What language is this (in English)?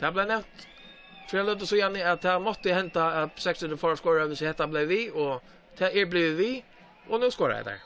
Faroese